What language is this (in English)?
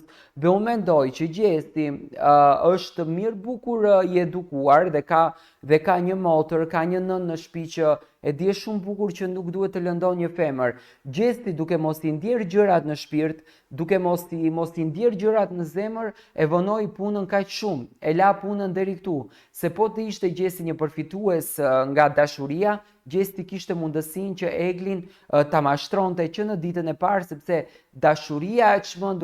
Albanian